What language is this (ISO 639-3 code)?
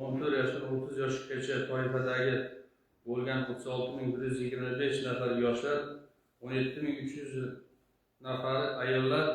uzb